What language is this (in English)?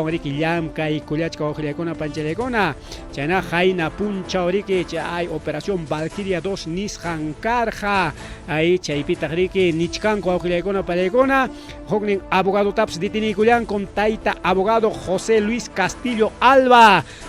Ayacucho Quechua